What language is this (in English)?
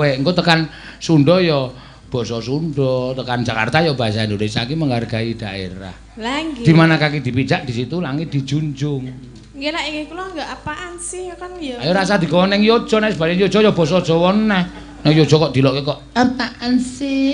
Javanese